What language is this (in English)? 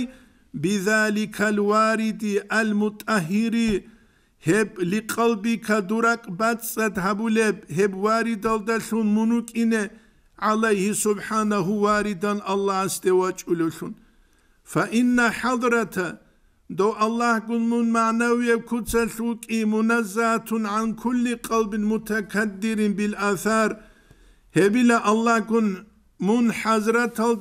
Avaric